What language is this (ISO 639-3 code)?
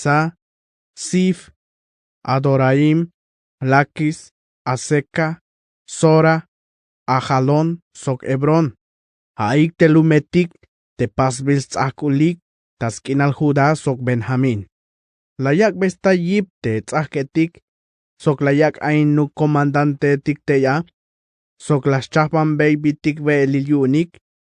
tzh